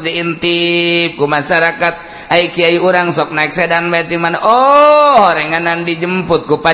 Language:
Sundanese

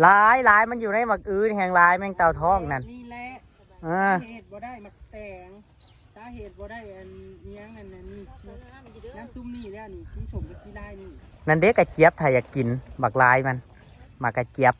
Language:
Northeastern Thai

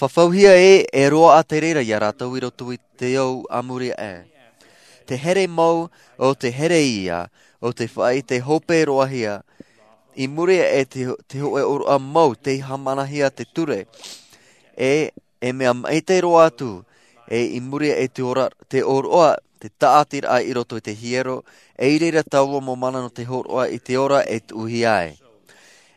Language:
Tahitian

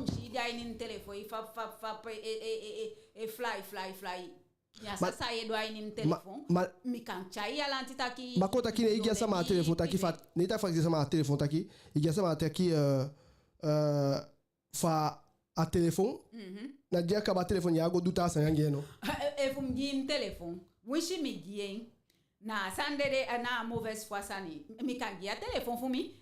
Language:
Eastern Maroon Creole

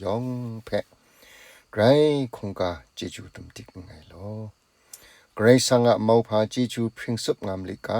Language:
Kachin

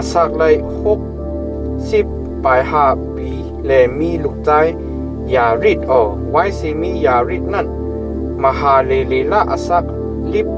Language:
Shan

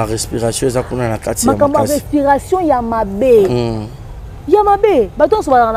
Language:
Lingala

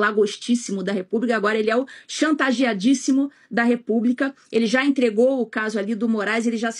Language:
Portuguese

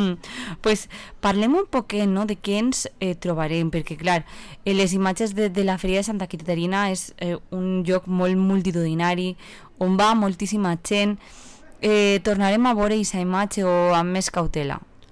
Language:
Catalan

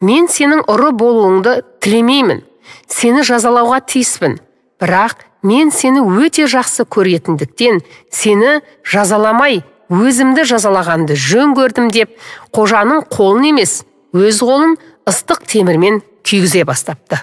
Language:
Kazakh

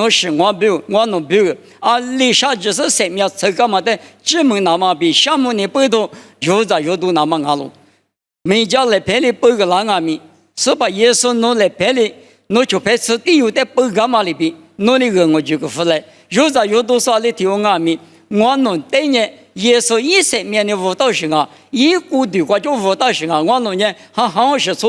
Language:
Lisu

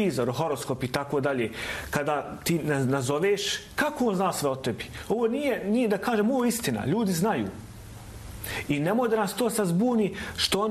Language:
Bosnian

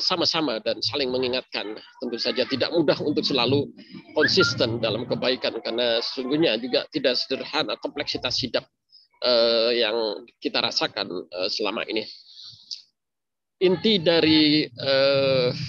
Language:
Indonesian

